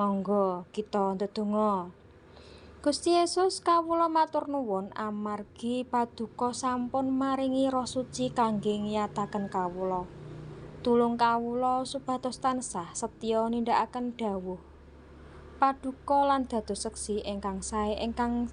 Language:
Javanese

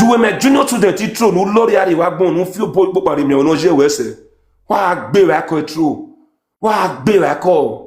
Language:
Nigerian Pidgin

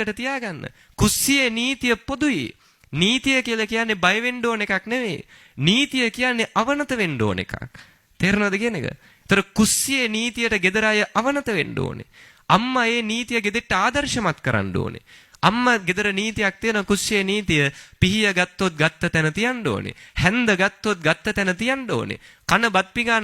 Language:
Sinhala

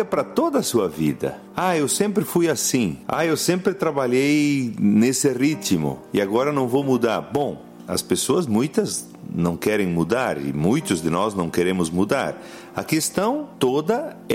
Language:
Portuguese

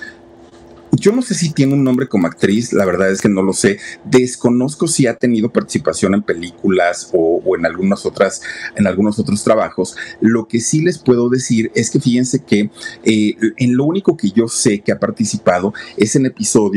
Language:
Spanish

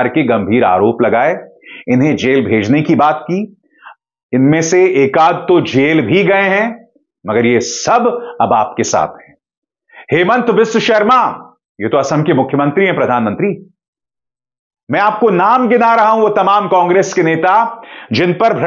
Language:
Hindi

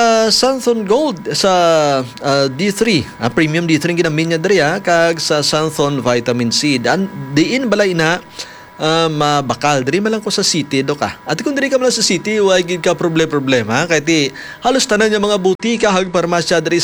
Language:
Hiligaynon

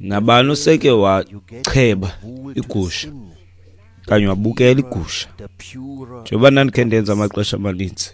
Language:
Xhosa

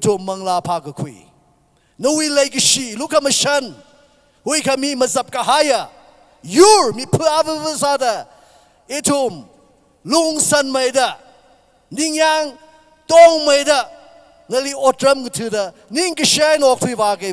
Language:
Tangkhul Naga (India)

